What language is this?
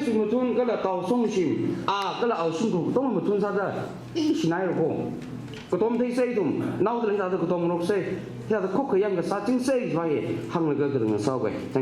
Tangkhul Naga (India)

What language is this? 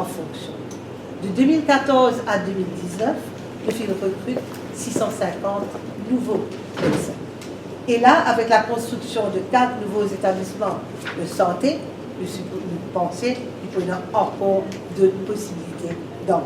Morisyen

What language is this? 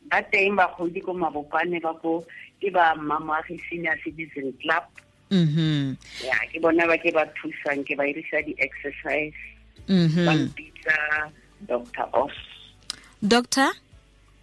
Tswana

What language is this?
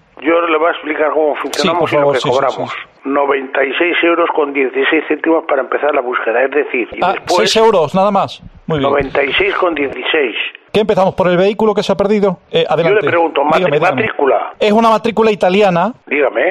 Spanish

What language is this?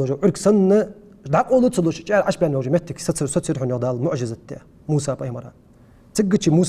Ingush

